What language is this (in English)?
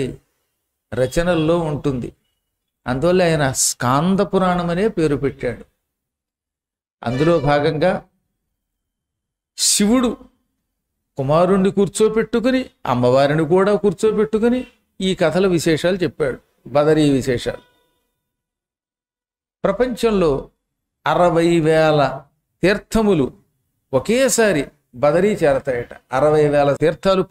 Telugu